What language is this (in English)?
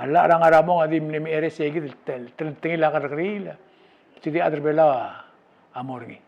Palauan